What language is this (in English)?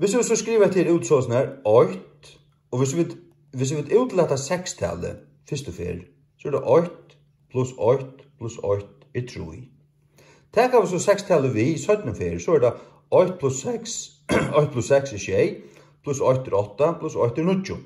Faroese